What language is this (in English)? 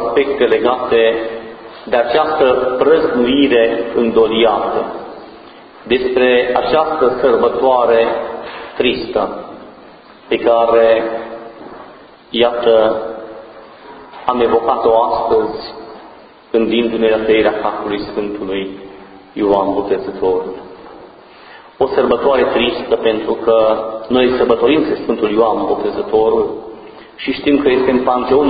Romanian